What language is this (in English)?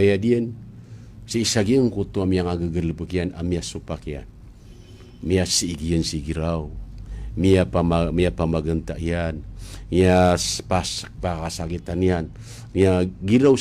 Maranao